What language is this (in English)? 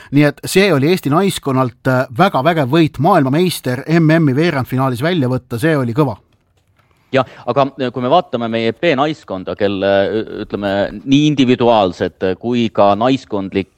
Estonian